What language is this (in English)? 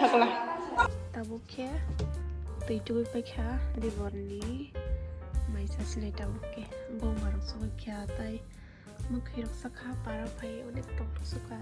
Kok Borok